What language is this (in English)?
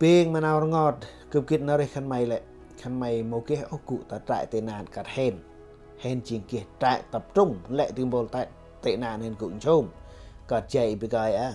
Central Mnong